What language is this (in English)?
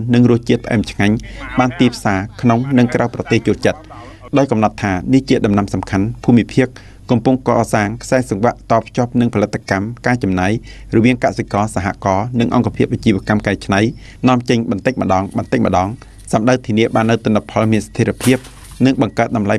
Khmer